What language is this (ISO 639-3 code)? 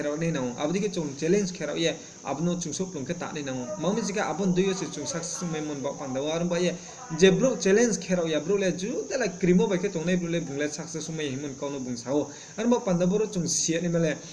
ria